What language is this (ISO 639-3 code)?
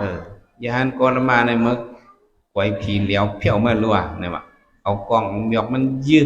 shn